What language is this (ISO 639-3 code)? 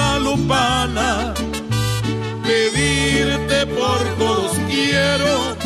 spa